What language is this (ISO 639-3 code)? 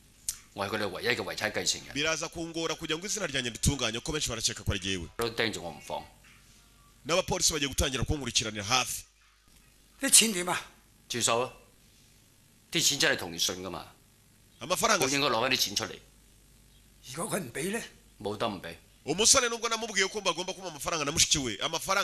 kin